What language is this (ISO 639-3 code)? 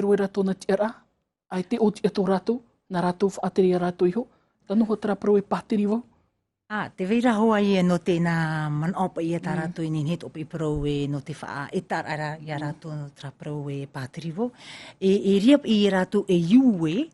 tah